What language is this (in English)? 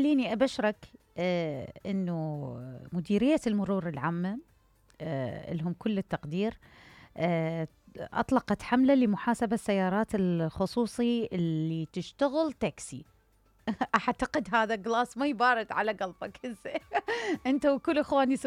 Mesopotamian Arabic